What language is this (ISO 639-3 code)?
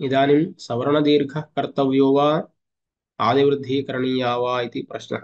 san